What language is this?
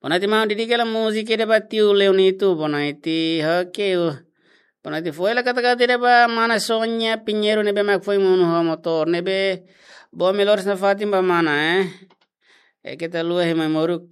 Tetum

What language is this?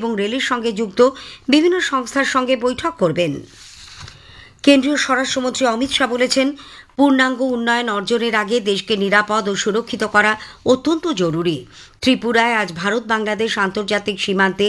Bangla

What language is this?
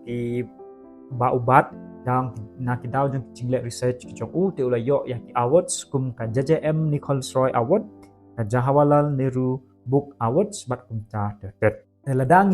Khasi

